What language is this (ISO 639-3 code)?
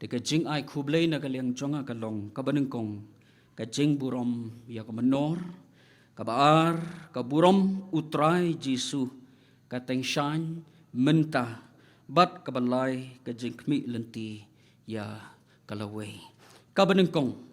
kha